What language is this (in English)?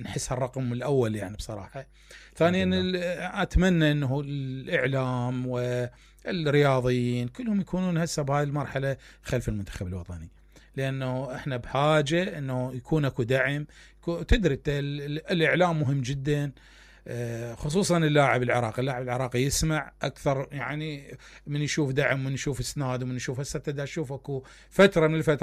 Mesopotamian Arabic